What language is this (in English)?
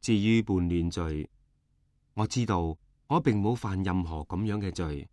Cantonese